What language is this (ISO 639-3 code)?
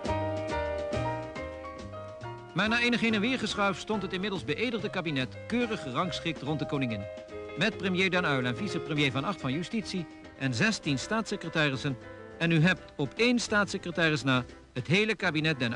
nld